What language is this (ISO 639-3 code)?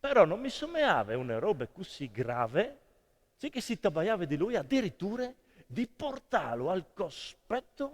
fur